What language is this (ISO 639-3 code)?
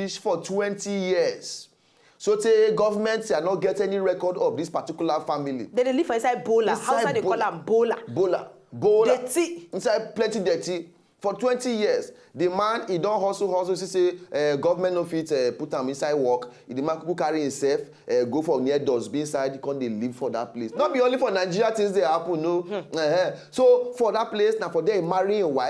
pcm